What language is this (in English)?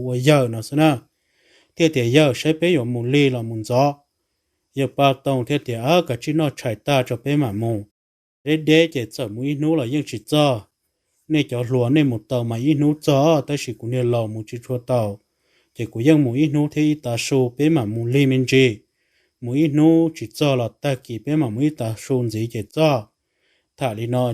Hmong